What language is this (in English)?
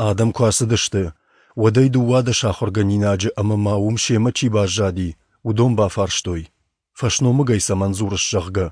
Ossetic